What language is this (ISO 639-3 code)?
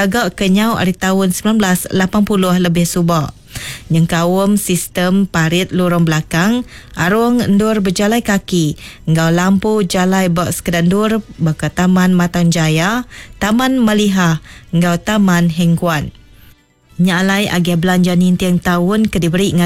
iba